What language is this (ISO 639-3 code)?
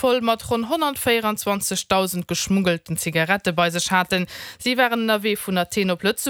ltz